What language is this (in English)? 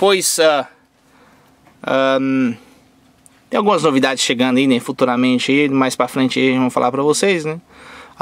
Portuguese